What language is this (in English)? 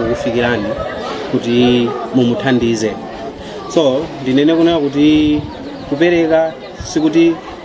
Nyanja